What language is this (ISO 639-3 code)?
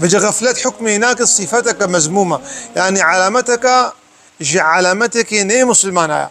kur